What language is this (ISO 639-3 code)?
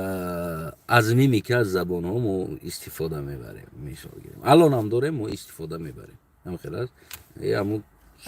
tgk